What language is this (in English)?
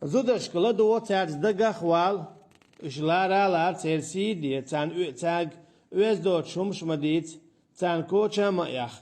Chechen